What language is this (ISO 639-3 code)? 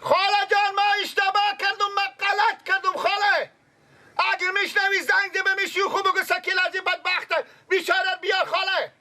fas